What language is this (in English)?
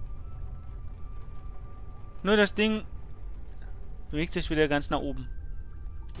German